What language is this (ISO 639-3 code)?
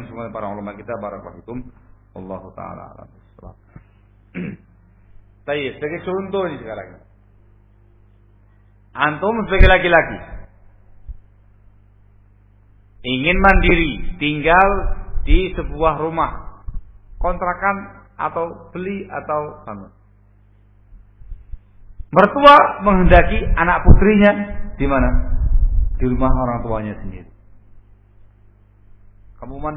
ind